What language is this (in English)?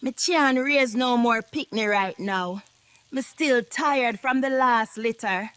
Jamaican Creole English